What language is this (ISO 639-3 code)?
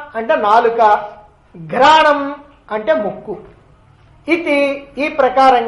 tel